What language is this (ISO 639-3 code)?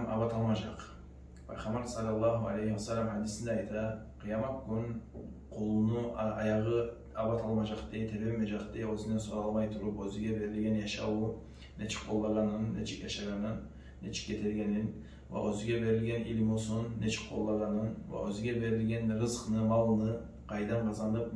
kum